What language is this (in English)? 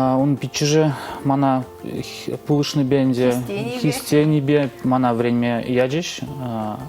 Chuvash